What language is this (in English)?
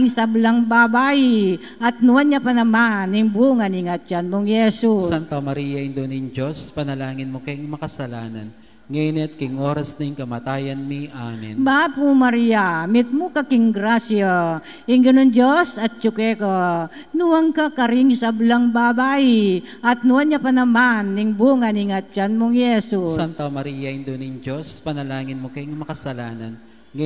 Pampanga